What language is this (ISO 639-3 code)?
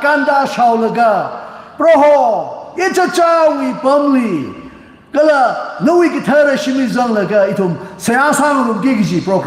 nmf